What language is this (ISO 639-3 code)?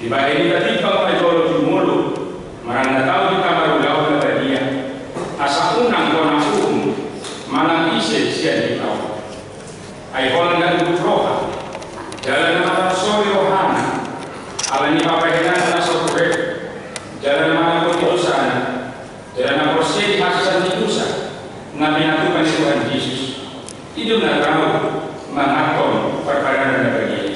bbc